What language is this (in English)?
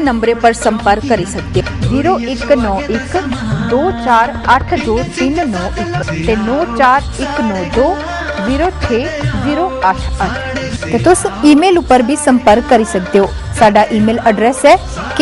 Dogri